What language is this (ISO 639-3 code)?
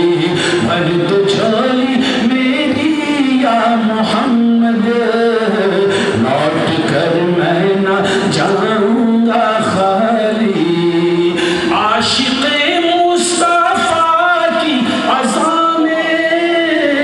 urd